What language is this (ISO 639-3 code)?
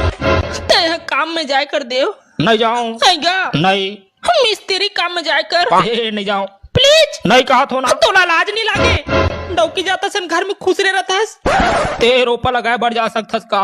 hne